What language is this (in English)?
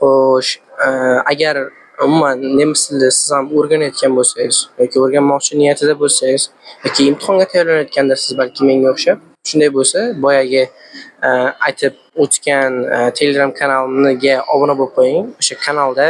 Uzbek